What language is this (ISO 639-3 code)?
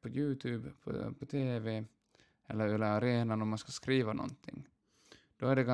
swe